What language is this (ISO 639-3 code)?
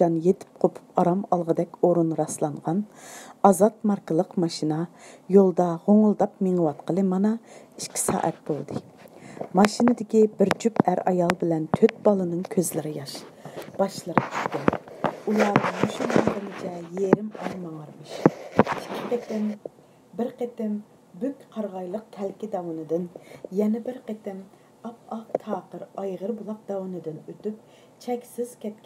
uig